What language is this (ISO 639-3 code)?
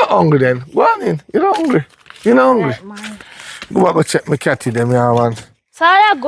jam